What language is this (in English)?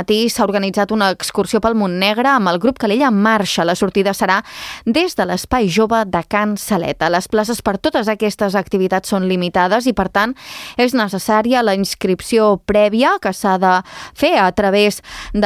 Catalan